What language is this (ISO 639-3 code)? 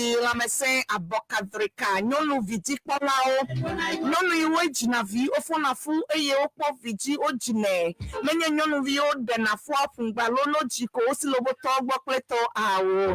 ewe